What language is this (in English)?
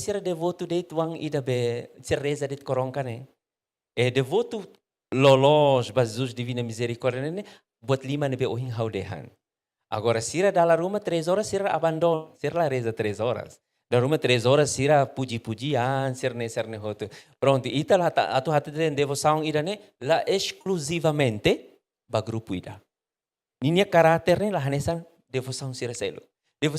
Tetum